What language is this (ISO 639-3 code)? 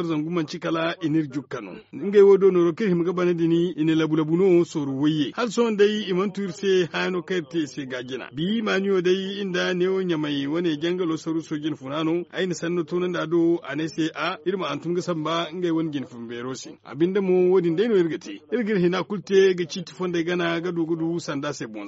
dje